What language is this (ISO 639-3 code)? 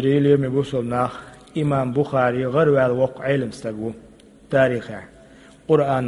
che